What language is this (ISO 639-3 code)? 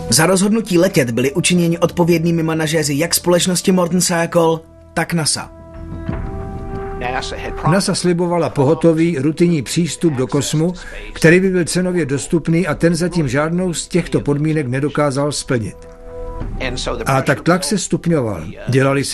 ces